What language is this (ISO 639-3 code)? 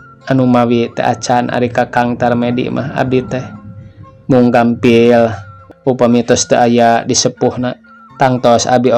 sun